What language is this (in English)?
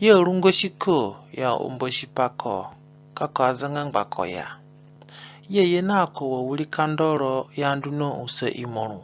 Zande (individual language)